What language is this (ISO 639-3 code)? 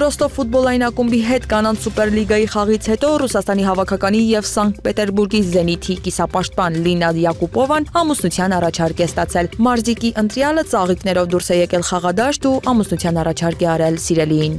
hye